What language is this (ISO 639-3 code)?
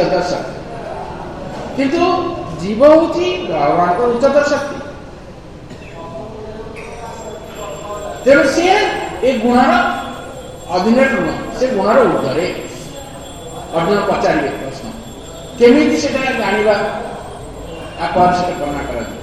ori